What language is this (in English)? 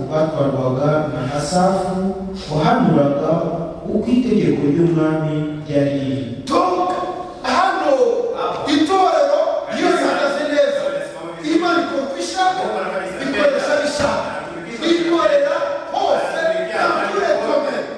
Kinyarwanda